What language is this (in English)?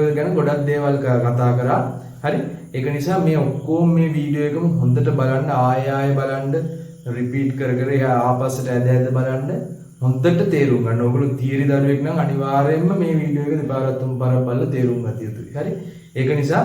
Sinhala